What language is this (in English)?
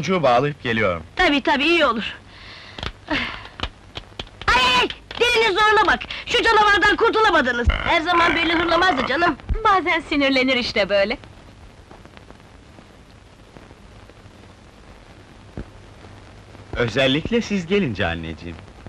Turkish